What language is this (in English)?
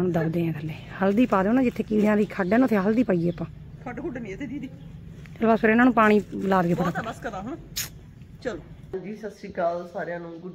Punjabi